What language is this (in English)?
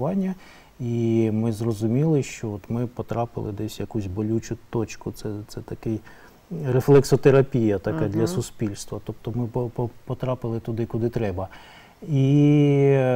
Ukrainian